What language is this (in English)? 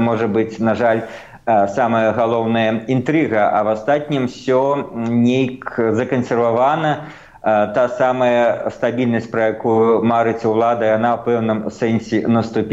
Belarusian